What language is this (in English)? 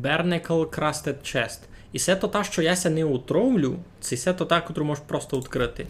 Rusyn